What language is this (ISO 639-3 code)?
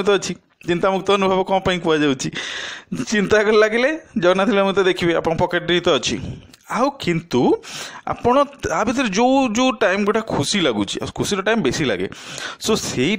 ori